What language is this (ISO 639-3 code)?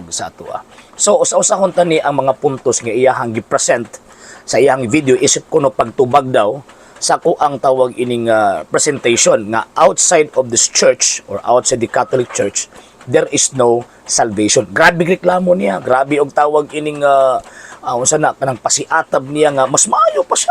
ceb